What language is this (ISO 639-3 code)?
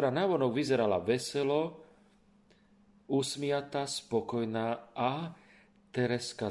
slk